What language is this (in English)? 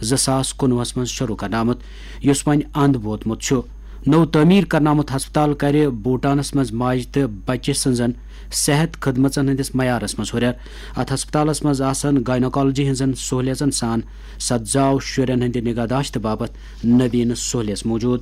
Kashmiri